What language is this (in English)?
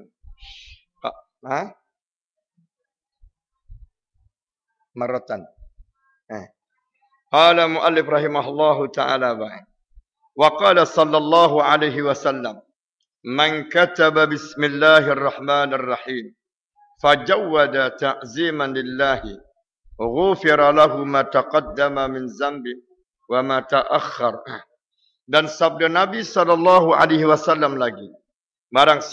Malay